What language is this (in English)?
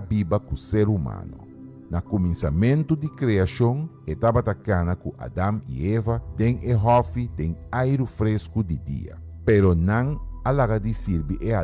Papiamento